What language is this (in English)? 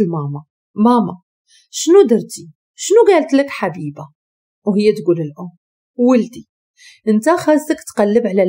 Moroccan Arabic